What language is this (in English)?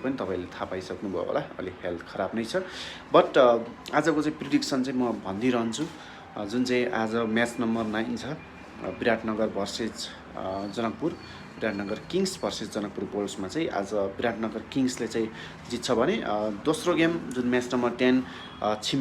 Nepali